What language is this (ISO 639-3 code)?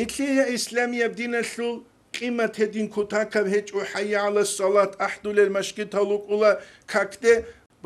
ava